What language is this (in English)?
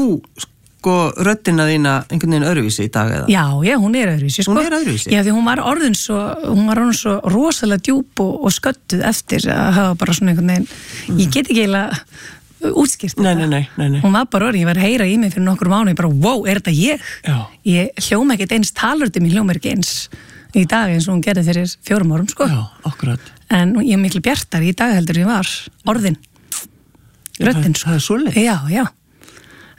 Icelandic